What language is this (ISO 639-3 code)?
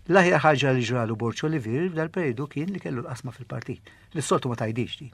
mlt